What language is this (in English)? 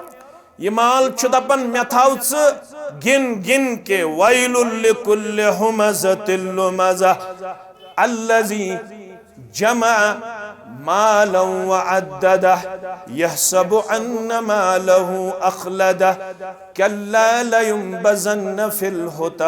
Kashmiri